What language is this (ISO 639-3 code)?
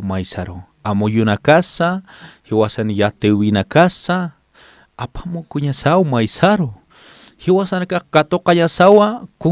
aym